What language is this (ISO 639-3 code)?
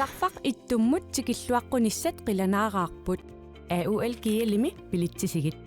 kal